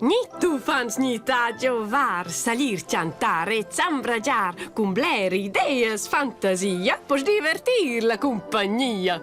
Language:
Romansh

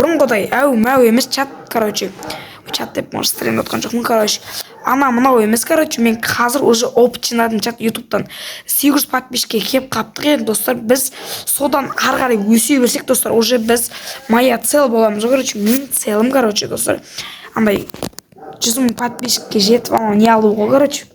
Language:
Kazakh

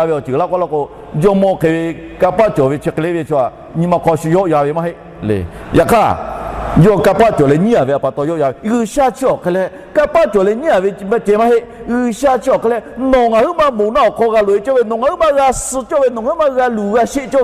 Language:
Lahu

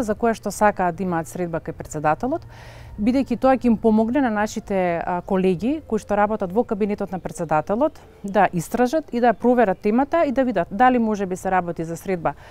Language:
Macedonian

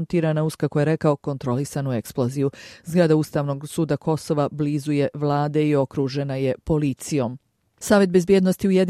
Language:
Bosnian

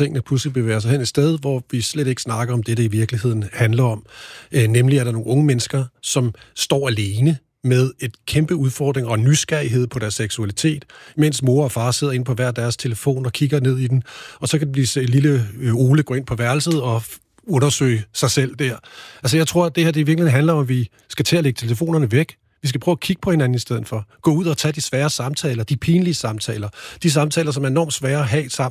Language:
Danish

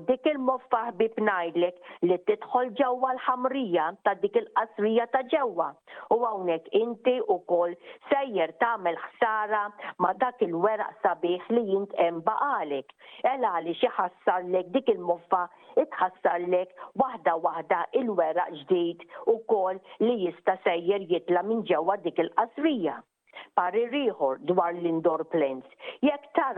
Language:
Maltese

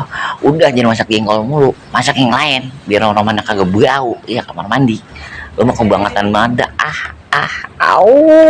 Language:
Betawi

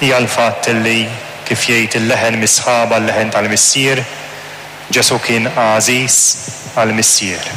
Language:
Maltese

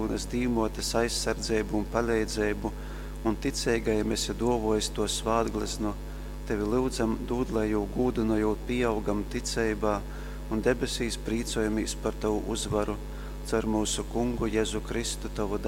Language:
Latgalian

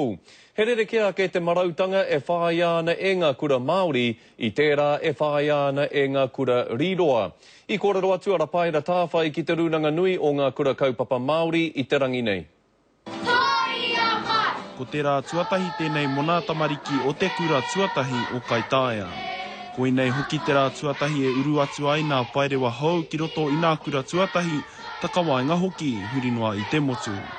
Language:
Māori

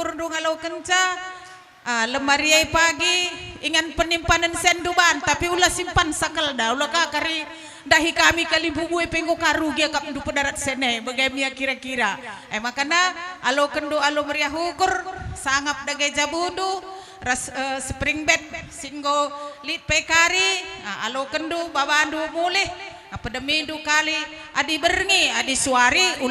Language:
Batak Karo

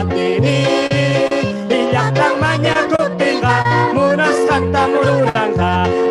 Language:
Ayacucho Quechua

